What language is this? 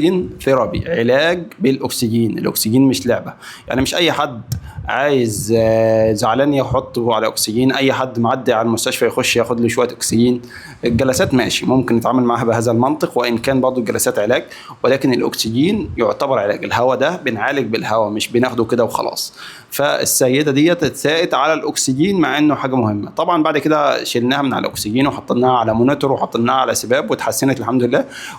Egyptian Arabic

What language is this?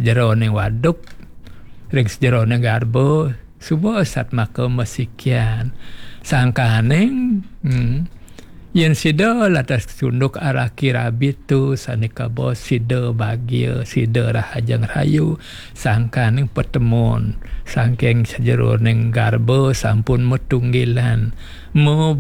Balinese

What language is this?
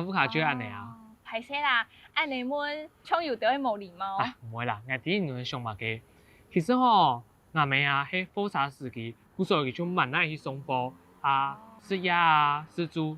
Hakka Chinese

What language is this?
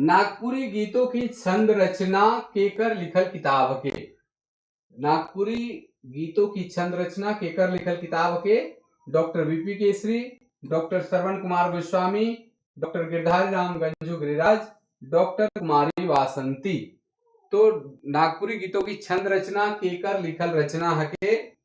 Sadri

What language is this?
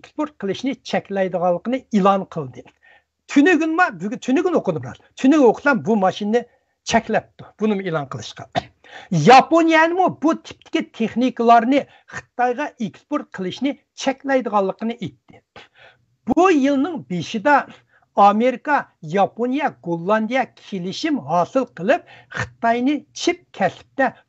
Uyghur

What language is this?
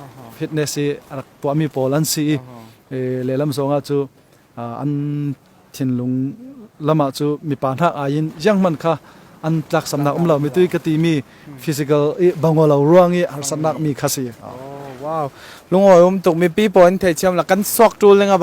Falam Chin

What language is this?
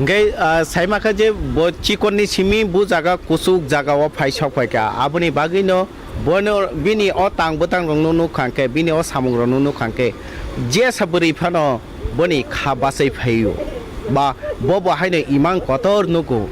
Kok Borok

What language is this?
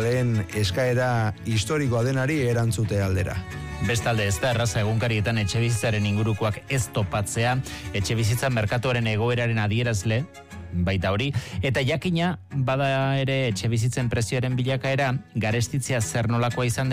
Basque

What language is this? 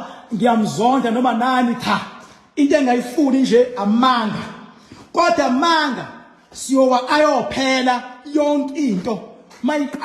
Zulu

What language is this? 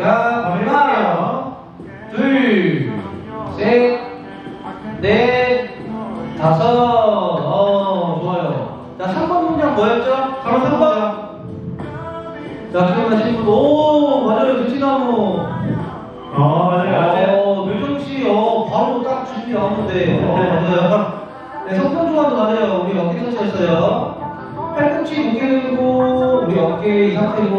Korean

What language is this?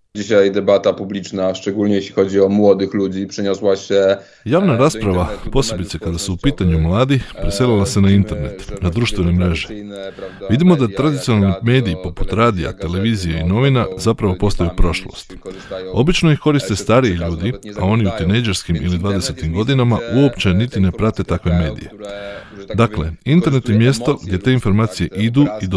Croatian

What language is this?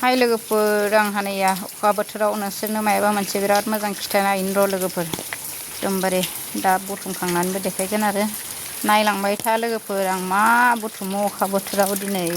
Bodo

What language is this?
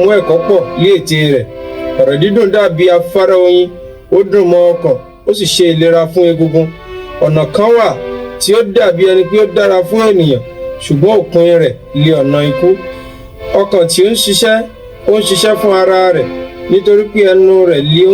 Yoruba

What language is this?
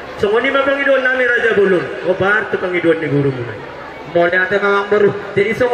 Batak Toba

